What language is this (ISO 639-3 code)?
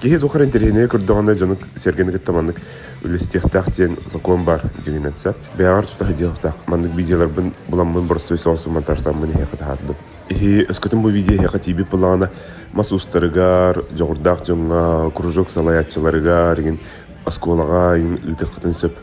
sah